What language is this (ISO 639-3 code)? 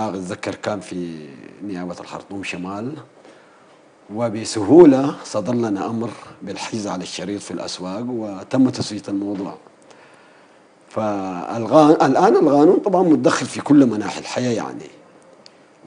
apd